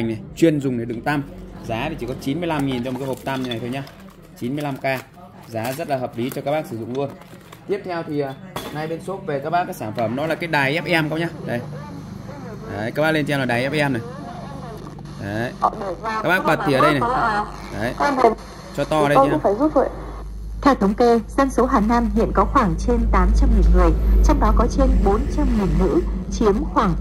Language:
Vietnamese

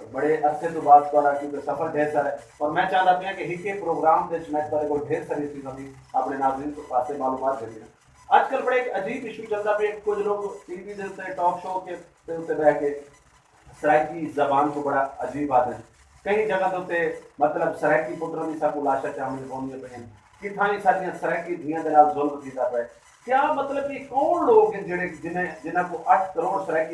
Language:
Saraiki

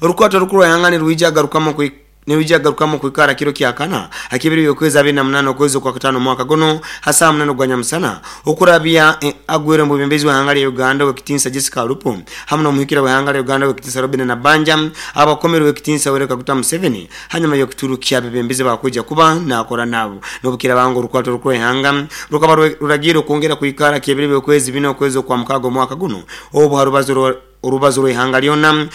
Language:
Nyoro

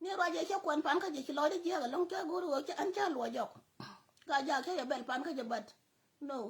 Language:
Nuer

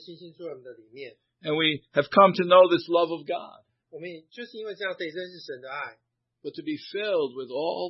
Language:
Chinese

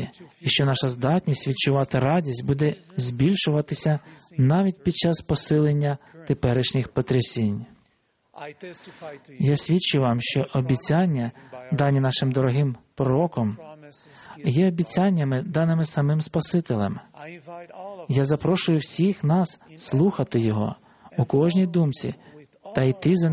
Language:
Ukrainian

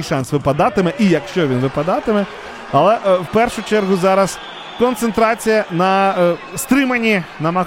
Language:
Ukrainian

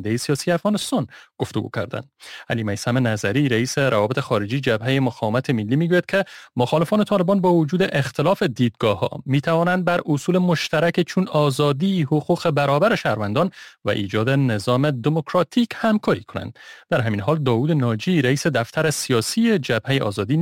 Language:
Persian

